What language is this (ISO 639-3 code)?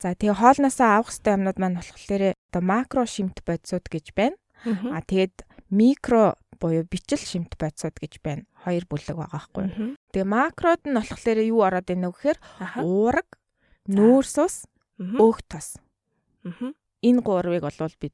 mon